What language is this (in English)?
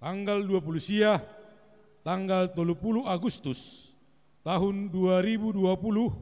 Batak Simalungun